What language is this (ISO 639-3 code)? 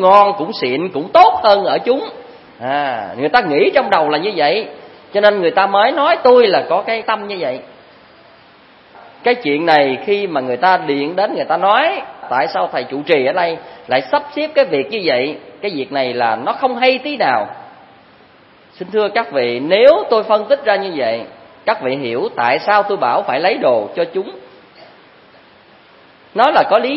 vie